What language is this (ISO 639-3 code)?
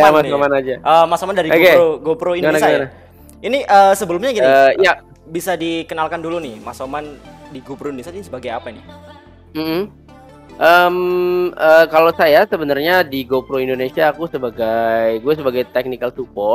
ind